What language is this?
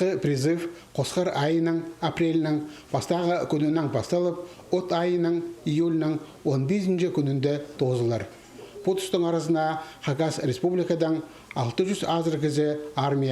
Khakas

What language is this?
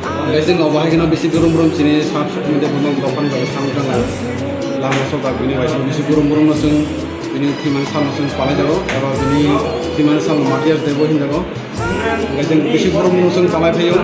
Kok Borok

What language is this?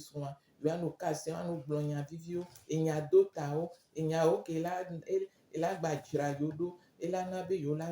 Gen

